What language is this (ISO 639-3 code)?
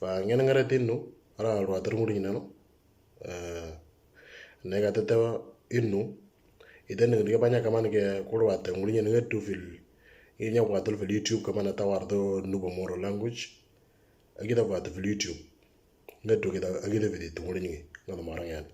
mor